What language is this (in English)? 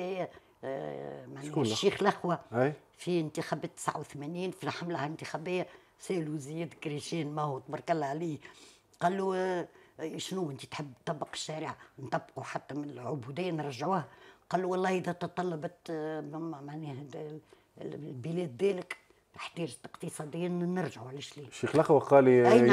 Tunisian Arabic